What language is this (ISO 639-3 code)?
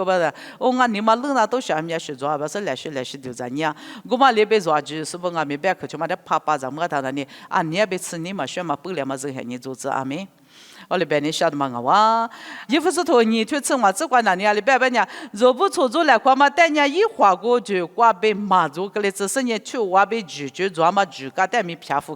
lis